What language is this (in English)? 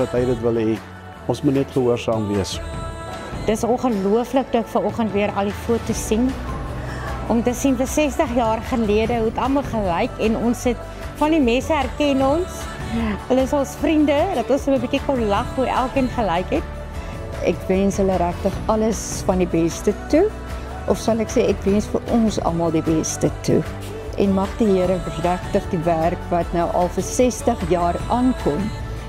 Afrikaans